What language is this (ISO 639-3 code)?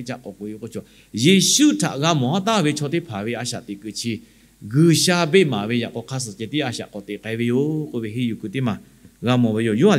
lhu